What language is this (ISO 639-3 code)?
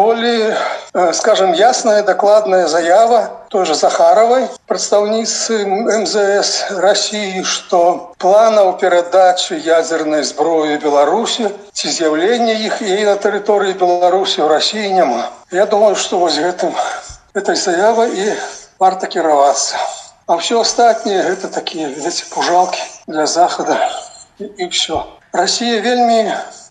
bel